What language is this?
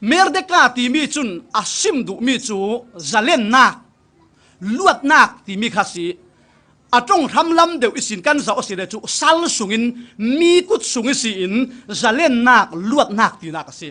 Falam Chin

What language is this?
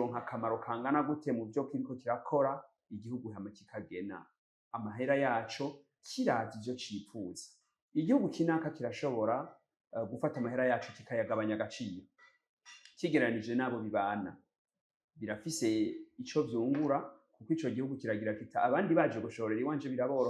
Rundi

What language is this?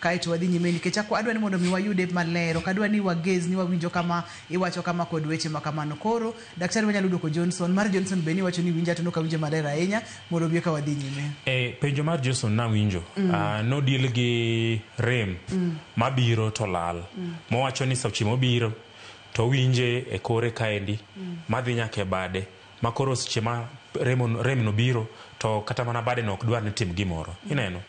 Luo (Kenya and Tanzania)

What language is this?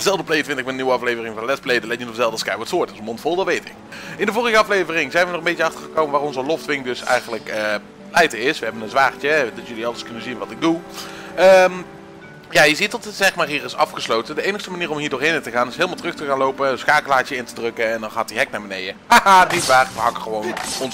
Dutch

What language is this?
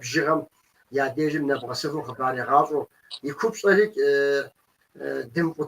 Kabardian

